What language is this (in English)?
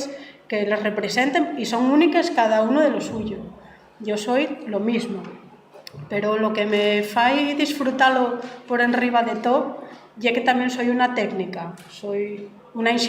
Asturian